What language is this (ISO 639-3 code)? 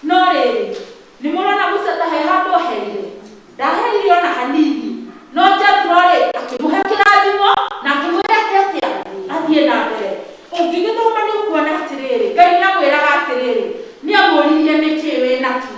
kik